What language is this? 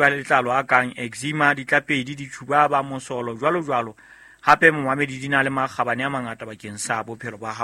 Southern Sotho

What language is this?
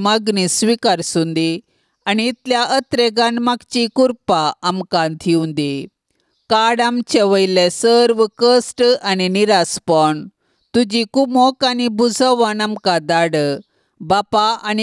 Konkani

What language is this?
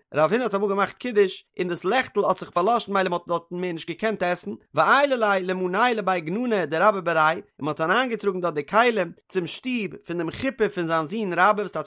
Yiddish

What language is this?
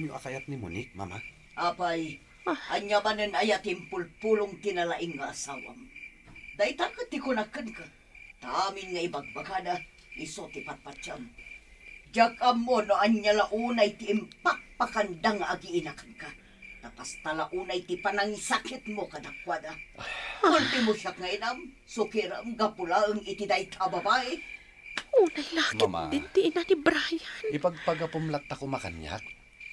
Iloko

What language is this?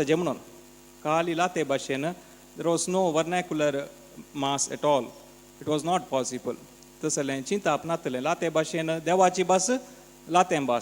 Konkani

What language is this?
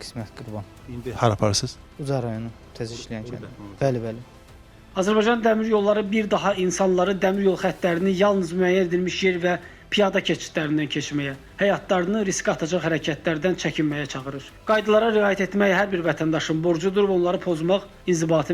Azerbaijani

